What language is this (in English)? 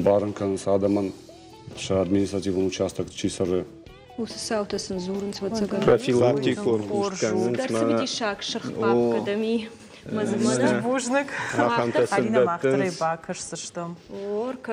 Ossetic